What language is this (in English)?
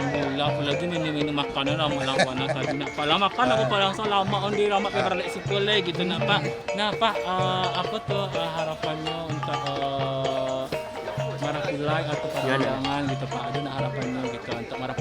Minangkabau